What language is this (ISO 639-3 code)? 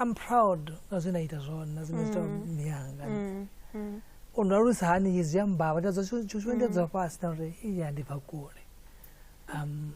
ven